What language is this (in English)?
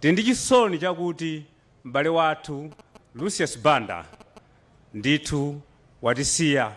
Nyanja